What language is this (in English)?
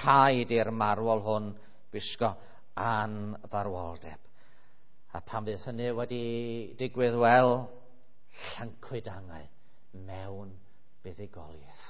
Welsh